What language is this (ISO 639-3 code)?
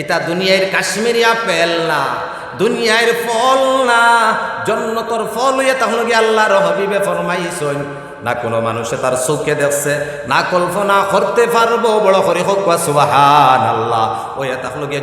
syl